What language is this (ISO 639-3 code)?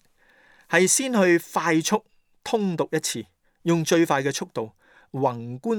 yue